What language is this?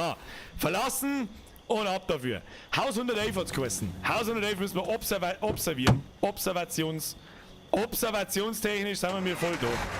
Bavarian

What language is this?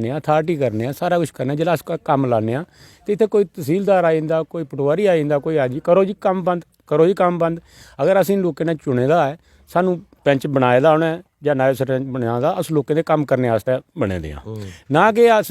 Dogri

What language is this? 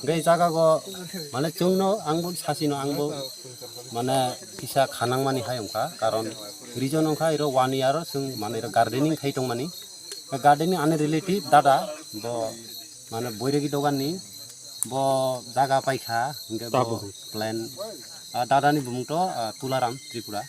Kok Borok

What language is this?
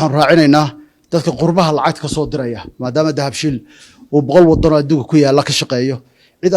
Somali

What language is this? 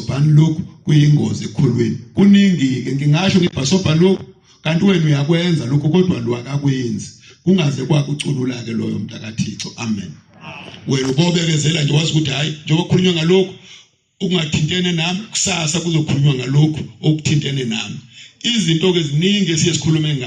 Zulu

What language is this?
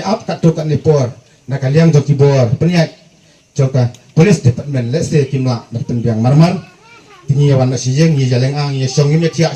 Khasi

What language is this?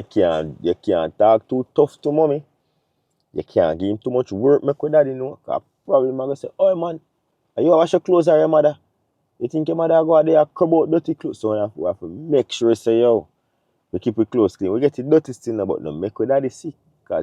Jamaican Creole English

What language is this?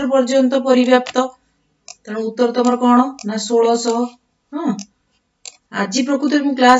Odia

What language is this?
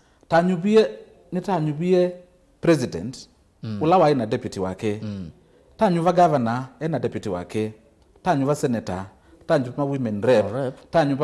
Kamba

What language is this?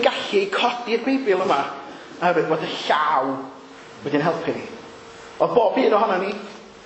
Welsh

